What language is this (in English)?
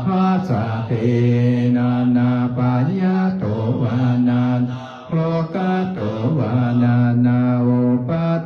Pali